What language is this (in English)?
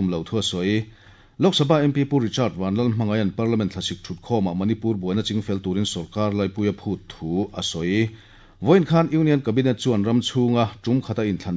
Mizo